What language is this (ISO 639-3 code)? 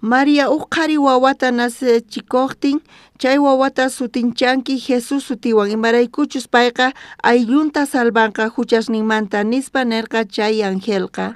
quh